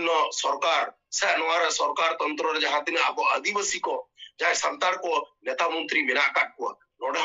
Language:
Santali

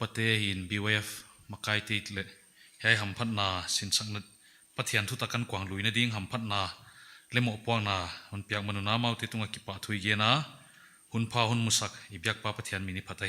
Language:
Paite Chin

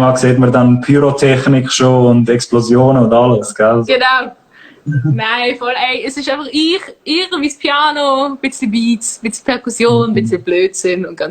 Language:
Swiss German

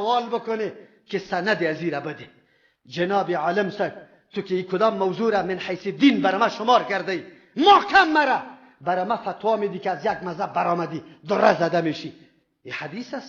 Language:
Persian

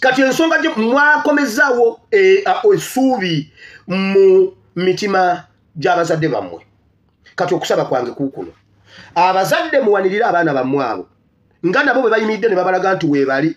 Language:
Ganda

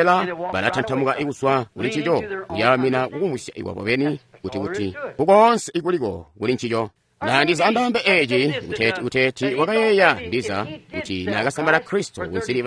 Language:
Tonga (Zambia)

